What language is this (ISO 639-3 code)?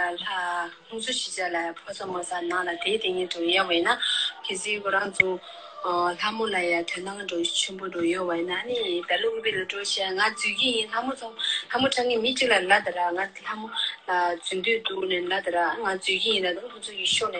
bod